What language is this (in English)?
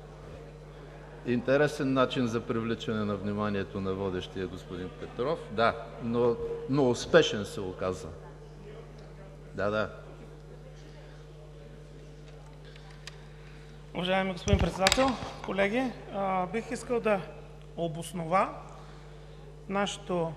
Bulgarian